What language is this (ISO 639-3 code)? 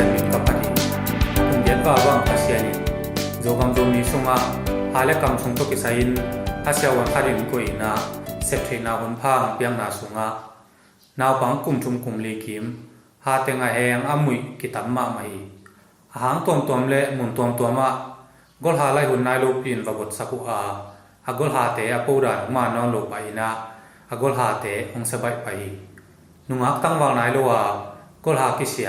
ctd